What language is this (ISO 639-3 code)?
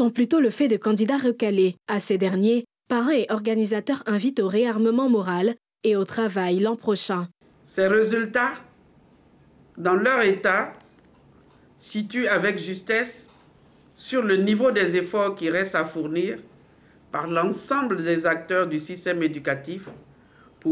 fra